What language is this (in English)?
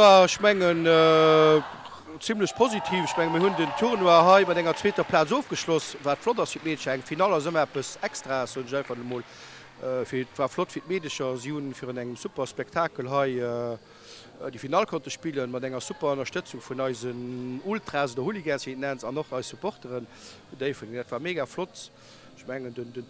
Luxembourgish